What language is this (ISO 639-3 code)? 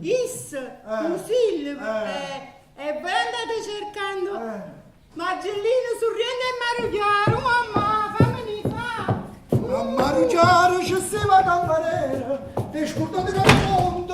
nap